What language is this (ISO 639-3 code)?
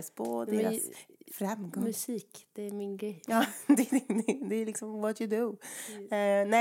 swe